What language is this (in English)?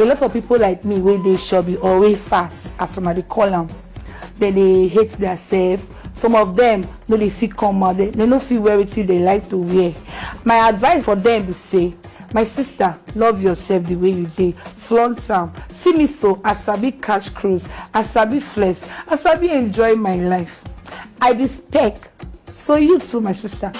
Nigerian Pidgin